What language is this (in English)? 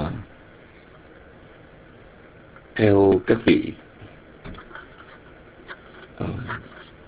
Vietnamese